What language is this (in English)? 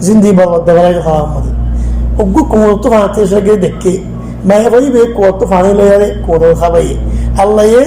Rohingya